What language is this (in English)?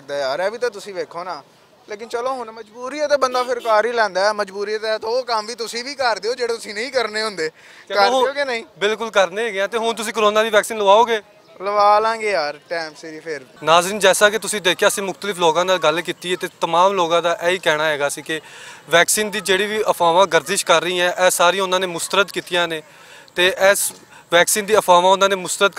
Western Panjabi